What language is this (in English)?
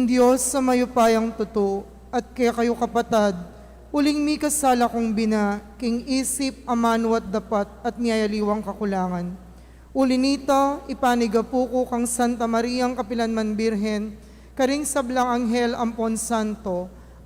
Pampanga